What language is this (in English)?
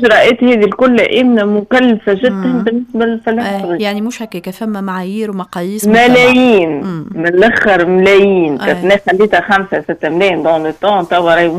Tunisian Arabic